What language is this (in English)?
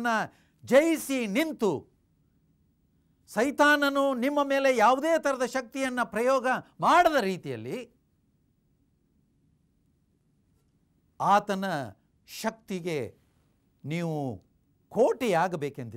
Kannada